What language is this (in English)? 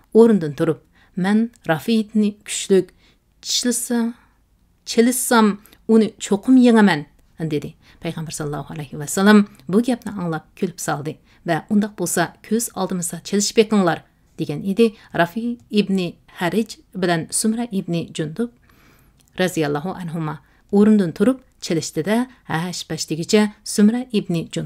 Uyghur